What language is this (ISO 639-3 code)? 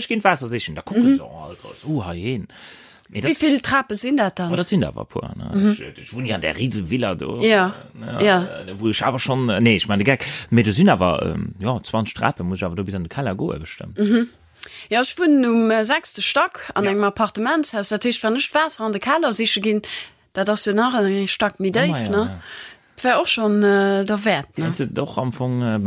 ltz